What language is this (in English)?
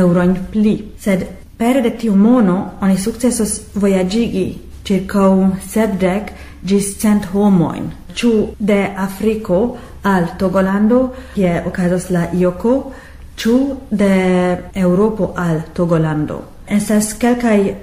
Esperanto